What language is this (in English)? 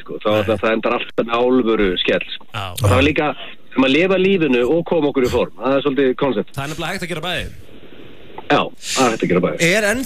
Icelandic